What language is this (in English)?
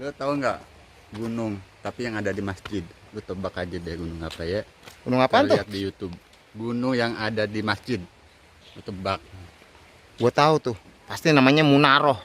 Betawi